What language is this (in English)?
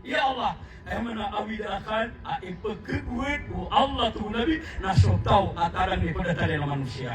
Maranao